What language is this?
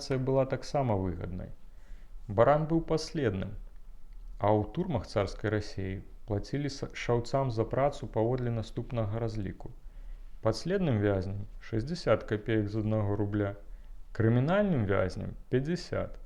Belarusian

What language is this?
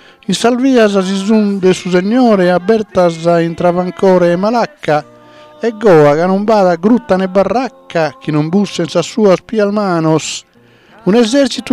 Sardinian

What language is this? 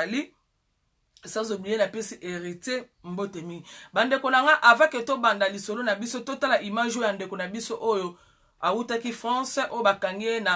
Lingala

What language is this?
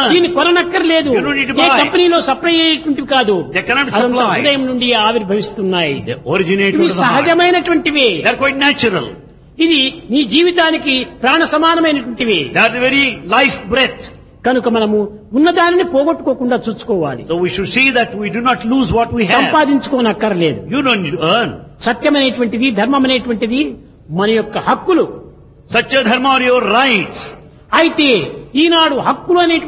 Telugu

